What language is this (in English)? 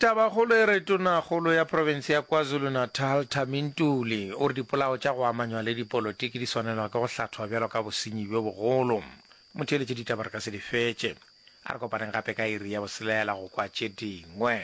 Northern Sotho